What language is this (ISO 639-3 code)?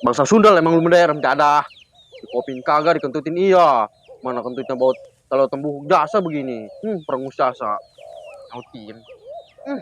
bew